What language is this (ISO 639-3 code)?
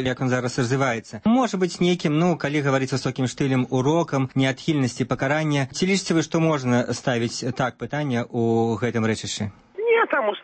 bel